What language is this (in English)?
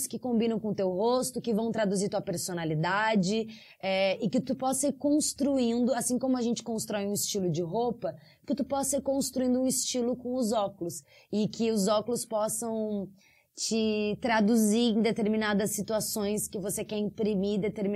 Portuguese